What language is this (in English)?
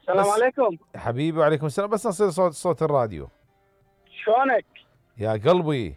Mesopotamian Arabic